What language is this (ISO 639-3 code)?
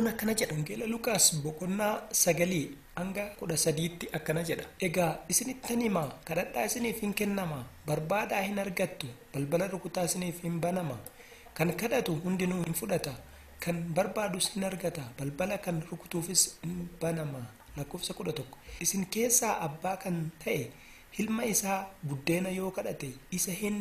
orm